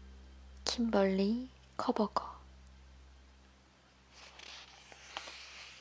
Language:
Korean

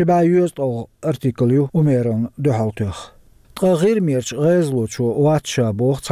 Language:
Chechen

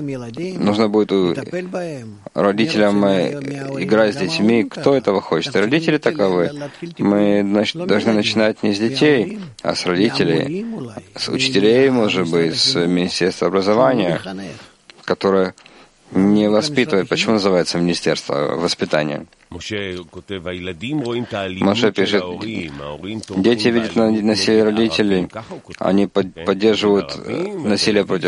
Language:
Russian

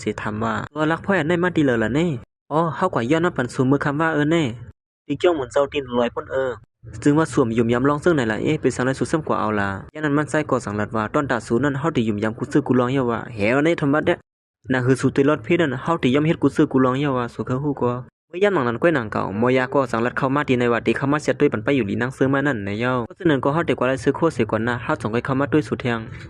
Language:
Shan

